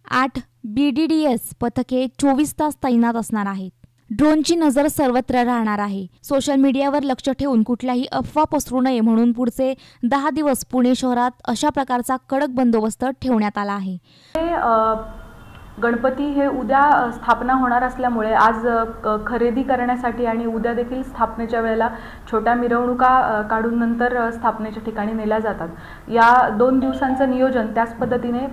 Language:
Marathi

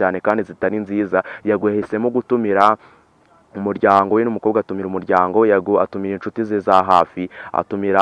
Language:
Kinyarwanda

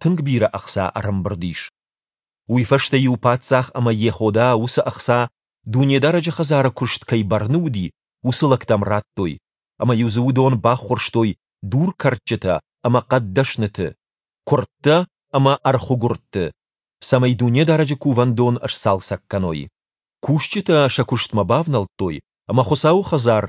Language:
Ossetic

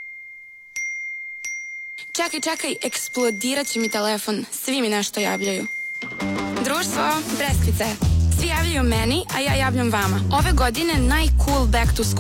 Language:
Serbian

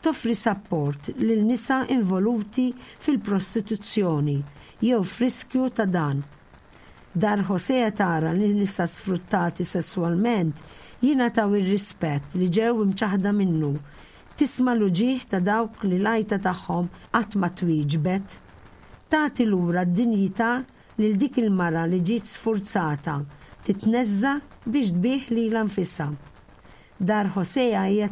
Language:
Maltese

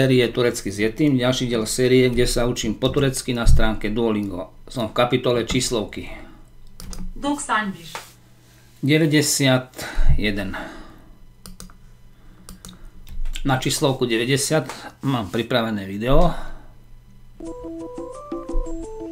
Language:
Slovak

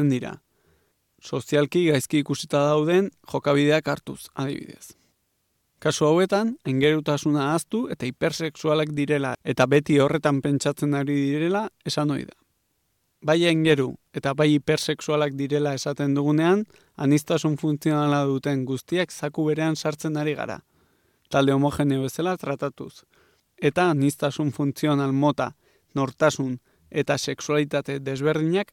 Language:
Basque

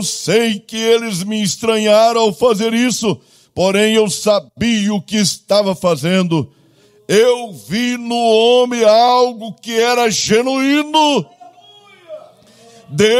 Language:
Portuguese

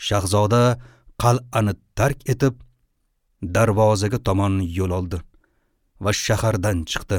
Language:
Uzbek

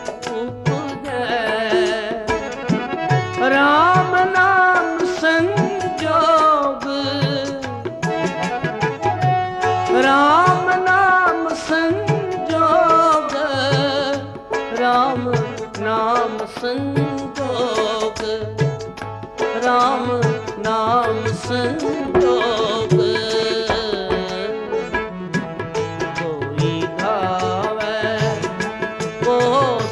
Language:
Punjabi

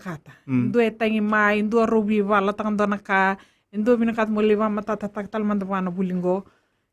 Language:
Fijian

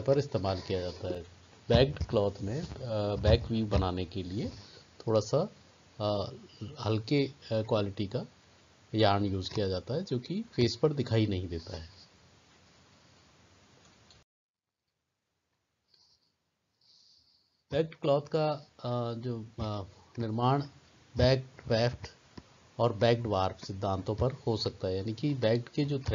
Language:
Hindi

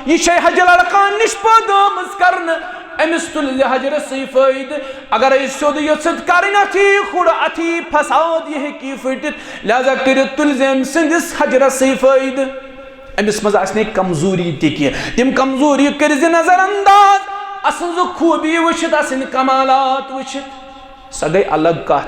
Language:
Kashmiri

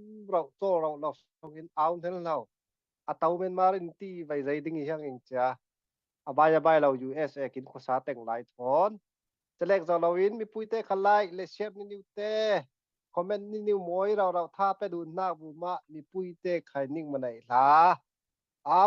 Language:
Falam Chin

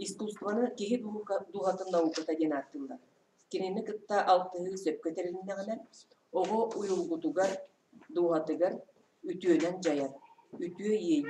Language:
Yakut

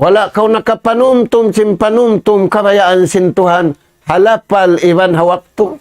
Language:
Tausug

